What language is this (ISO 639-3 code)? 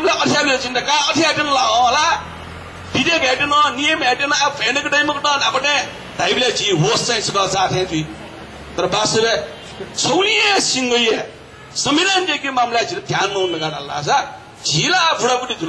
new